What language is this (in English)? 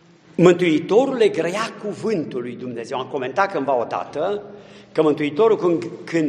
Romanian